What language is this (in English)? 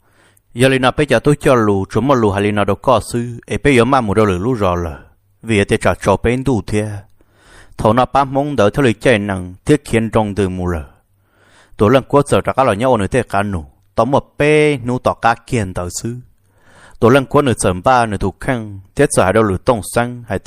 Hmong